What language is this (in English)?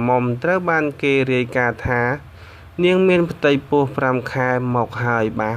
Khmer